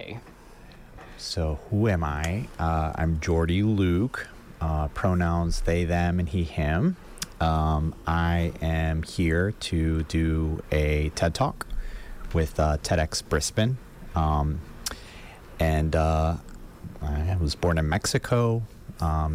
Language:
English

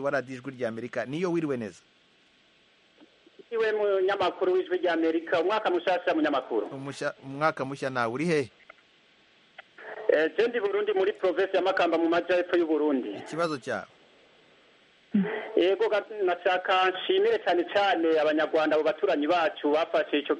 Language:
Kinyarwanda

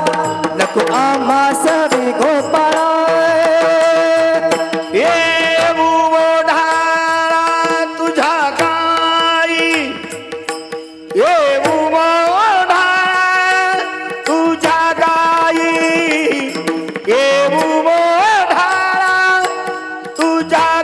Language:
Marathi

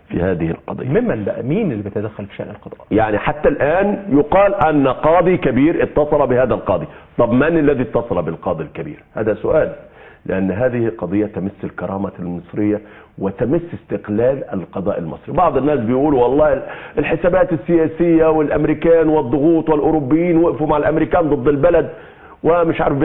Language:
Egyptian Arabic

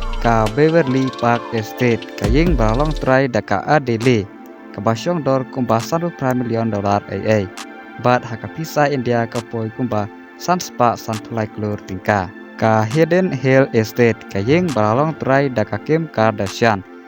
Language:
Khasi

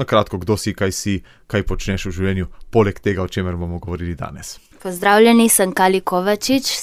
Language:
Slovenian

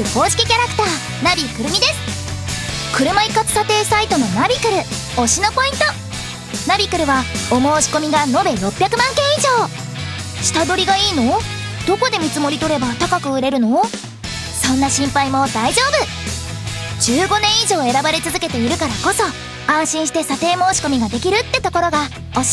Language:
Japanese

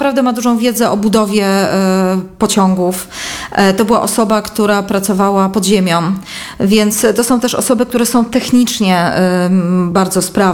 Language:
Polish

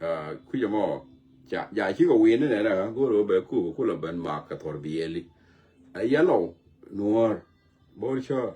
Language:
Nuer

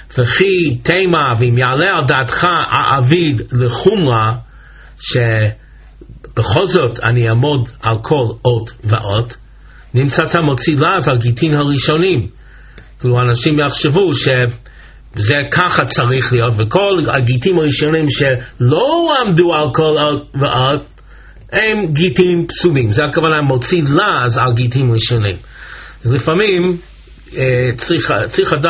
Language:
Hebrew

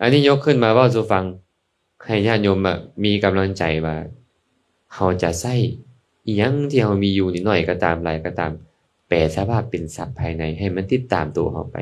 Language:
Lao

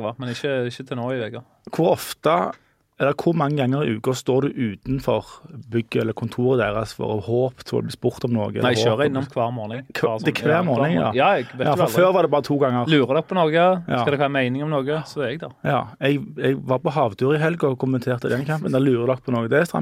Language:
Norwegian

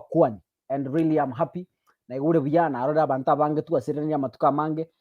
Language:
Gusii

